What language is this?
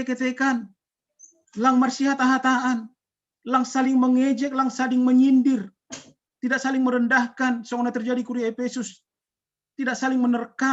Batak Simalungun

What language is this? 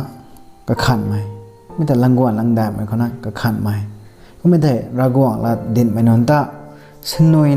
Rongmei Naga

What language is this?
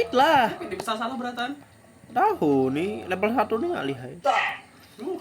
Banjar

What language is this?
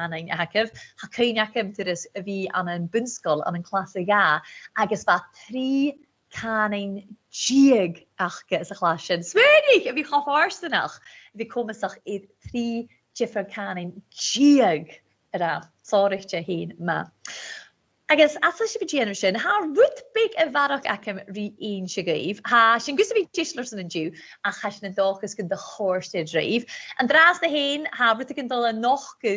Scottish Gaelic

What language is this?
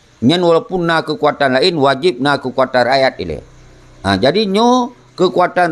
Achinese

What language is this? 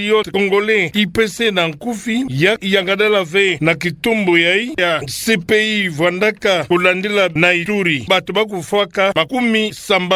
Kituba (Democratic Republic of Congo)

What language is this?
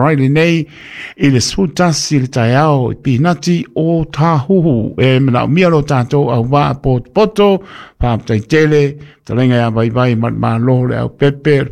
Samoan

